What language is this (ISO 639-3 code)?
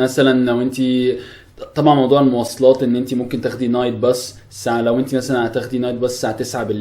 arz